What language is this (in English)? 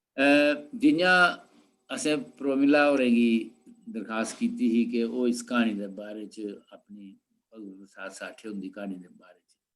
Dogri